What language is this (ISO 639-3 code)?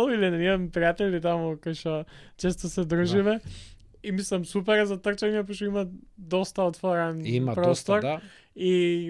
mkd